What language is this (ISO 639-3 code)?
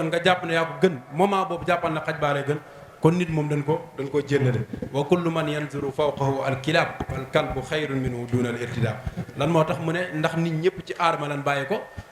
wol